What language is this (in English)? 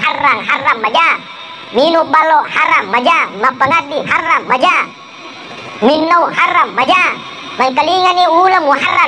Buginese